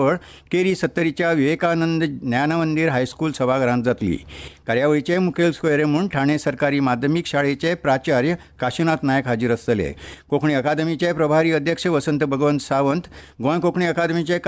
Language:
Konkani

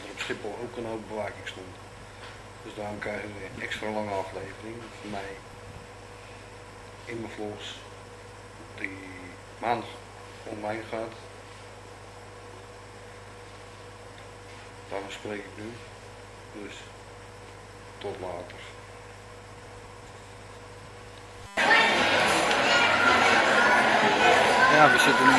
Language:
Dutch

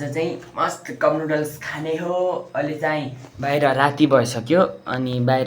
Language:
Nepali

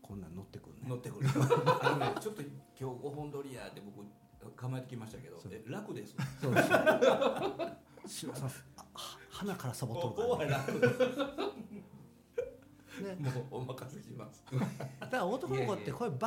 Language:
Japanese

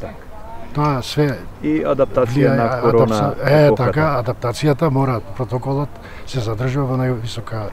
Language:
Macedonian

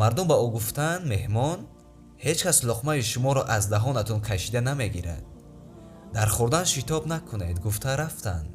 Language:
Tajik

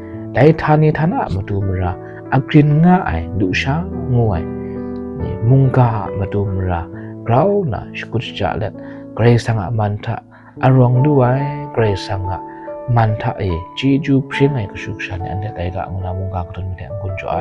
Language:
Kachin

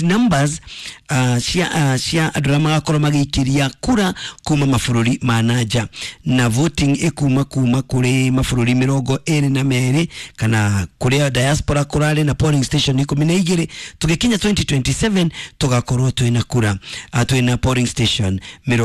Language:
Kikuyu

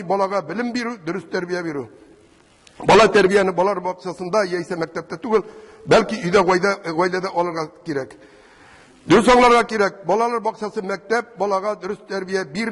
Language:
Tatar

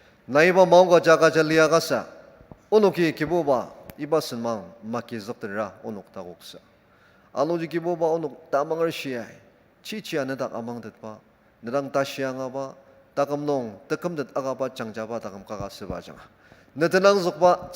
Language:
Ao Naga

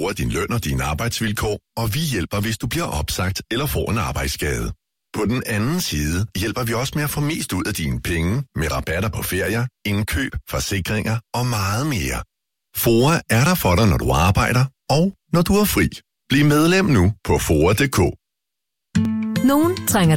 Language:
Danish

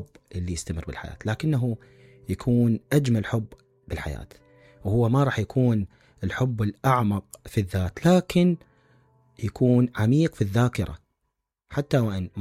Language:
Mesopotamian Arabic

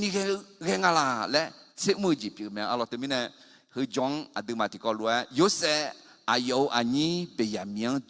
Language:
Akha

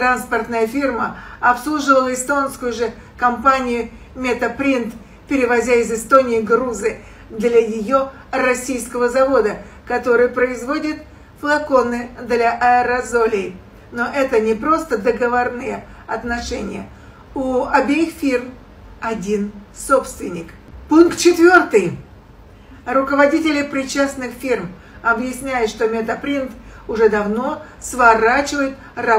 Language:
Russian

